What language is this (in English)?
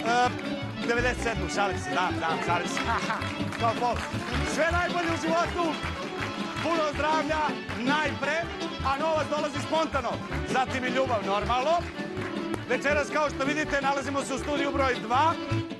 Serbian